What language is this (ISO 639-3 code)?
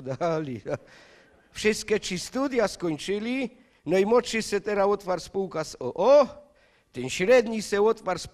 szl